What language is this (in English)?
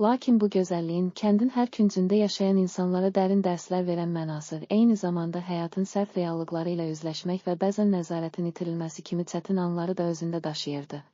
Azerbaijani